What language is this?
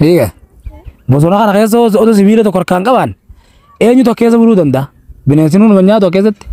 Oromo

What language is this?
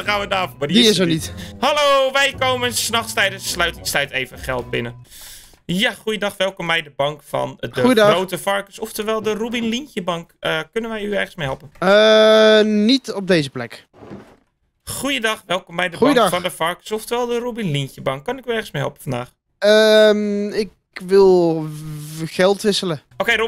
Dutch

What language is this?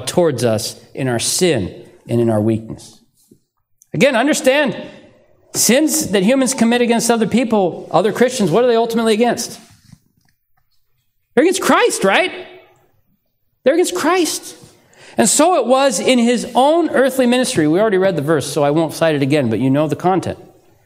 English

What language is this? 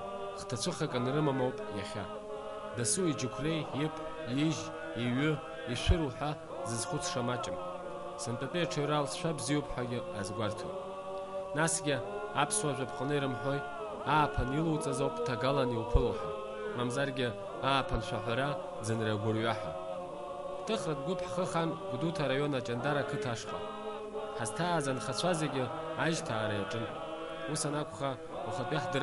Abkhazian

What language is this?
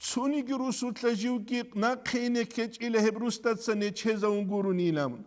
Avaric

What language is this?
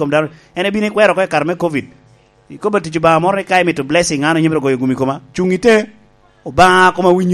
Lango (Uganda)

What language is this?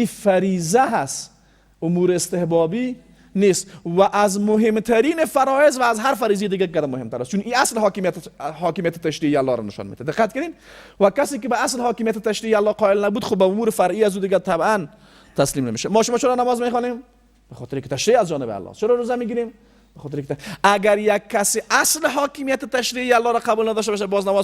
Persian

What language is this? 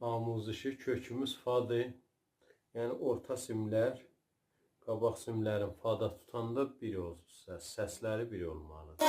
South Azerbaijani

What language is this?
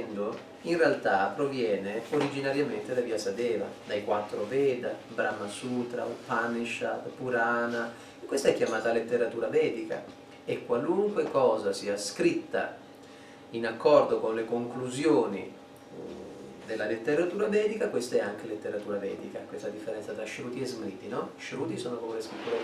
Italian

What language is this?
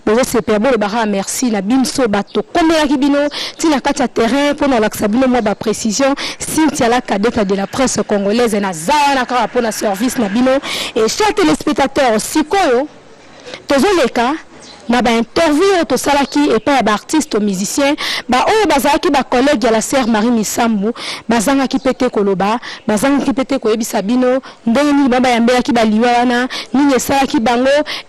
Lingala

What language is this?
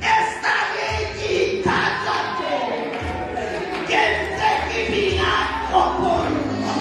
Southern Sotho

